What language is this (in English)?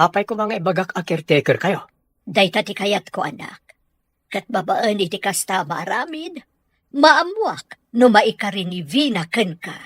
Iloko